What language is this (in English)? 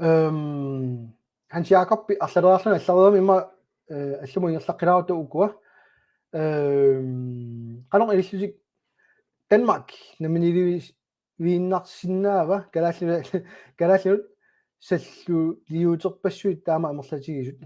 Kalaallisut